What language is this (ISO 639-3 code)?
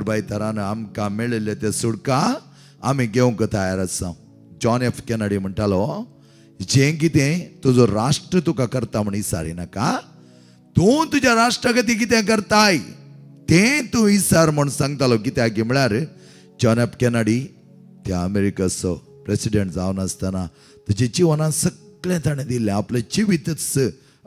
kok